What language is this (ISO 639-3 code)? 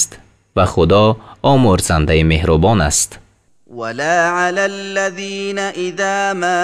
tgk